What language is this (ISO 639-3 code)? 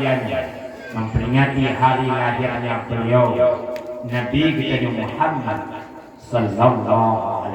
ace